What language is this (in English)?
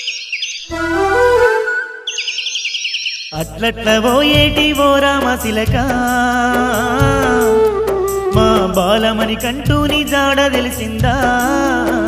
Telugu